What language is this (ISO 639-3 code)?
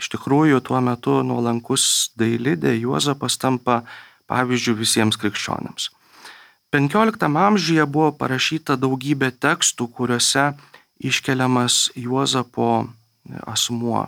lit